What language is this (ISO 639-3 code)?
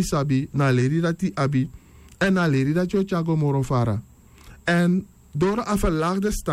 srn